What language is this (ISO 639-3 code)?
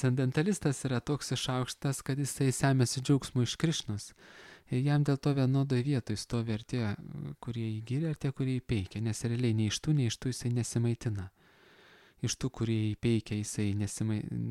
lit